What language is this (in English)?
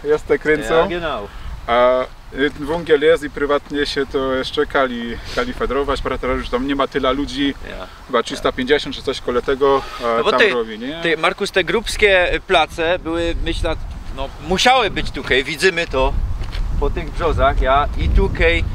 Silesian